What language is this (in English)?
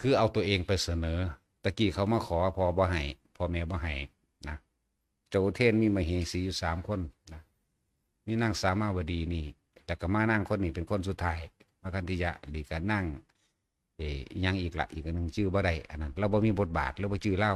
Northeastern Thai